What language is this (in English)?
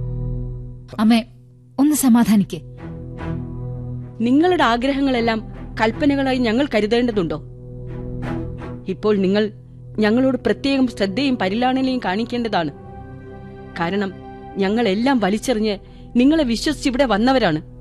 Malayalam